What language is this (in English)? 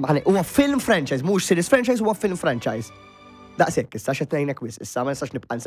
Maltese